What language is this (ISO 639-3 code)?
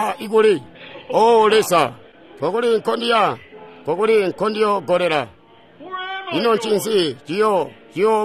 toi